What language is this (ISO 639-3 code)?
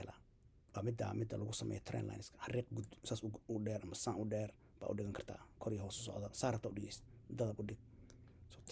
som